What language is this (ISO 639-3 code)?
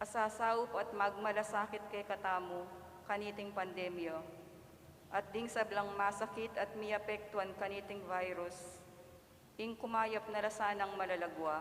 pam